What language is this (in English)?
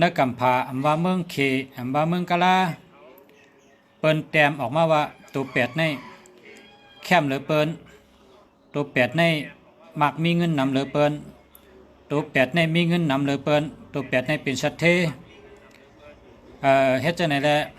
Shan